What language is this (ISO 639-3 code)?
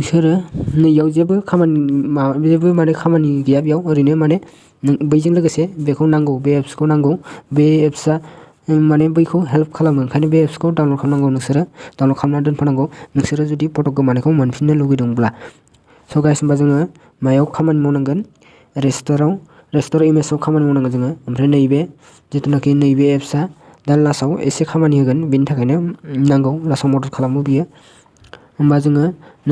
brx